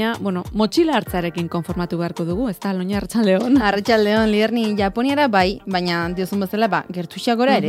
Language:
Basque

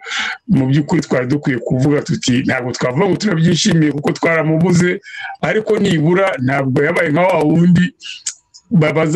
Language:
Kinyarwanda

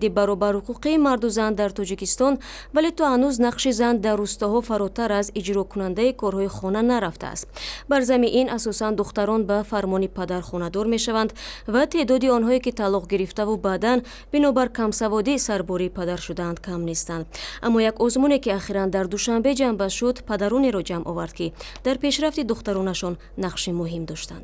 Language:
Tajik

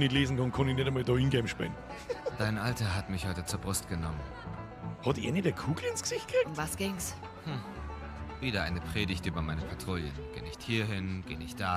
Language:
Bavarian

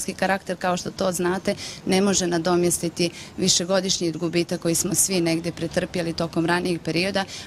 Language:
Bosnian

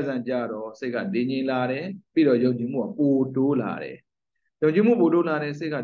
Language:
Burmese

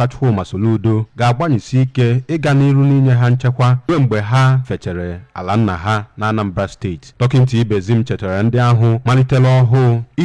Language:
Igbo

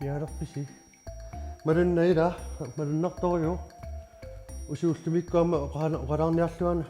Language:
Kalaallisut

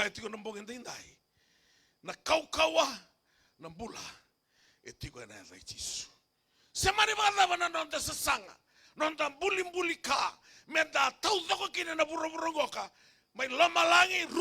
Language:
Fijian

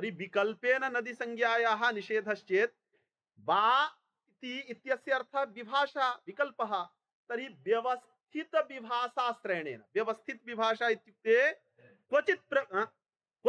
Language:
Sanskrit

